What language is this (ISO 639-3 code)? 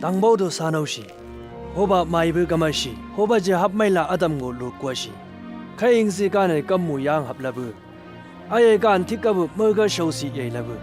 nbc